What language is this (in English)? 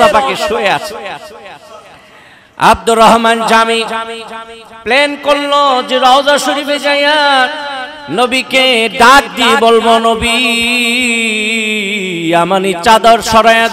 Bangla